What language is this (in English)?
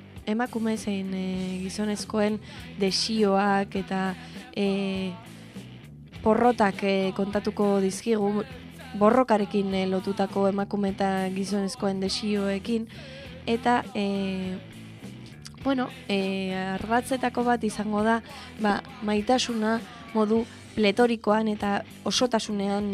Basque